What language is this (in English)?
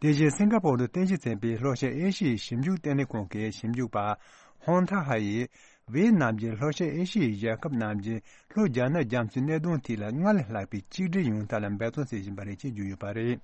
Tibetan